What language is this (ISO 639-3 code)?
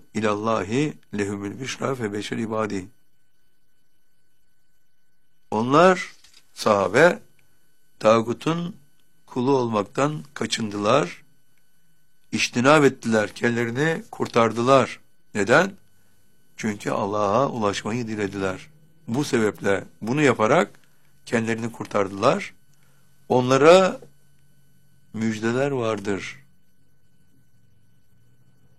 tur